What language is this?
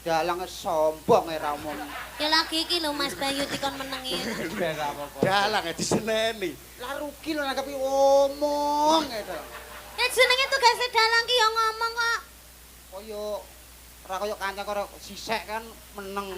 Javanese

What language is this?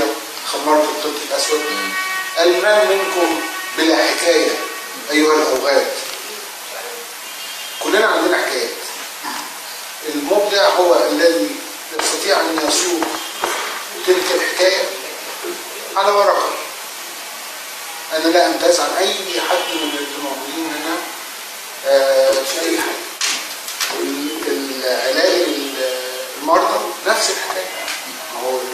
Arabic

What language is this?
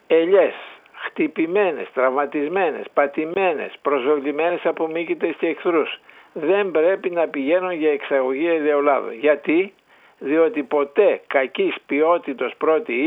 Greek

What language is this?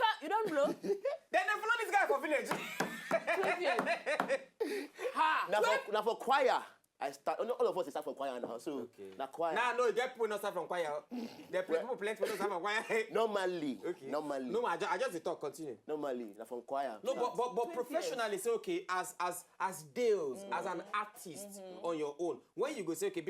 Nigerian Pidgin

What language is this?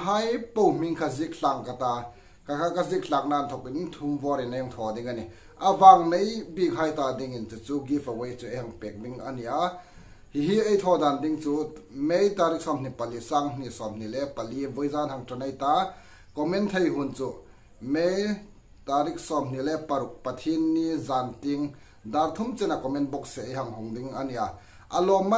Hmar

